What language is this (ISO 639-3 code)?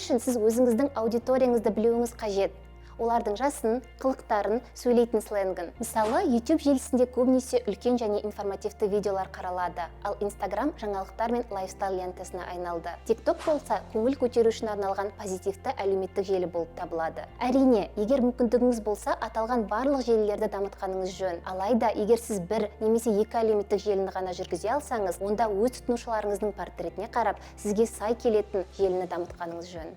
kaz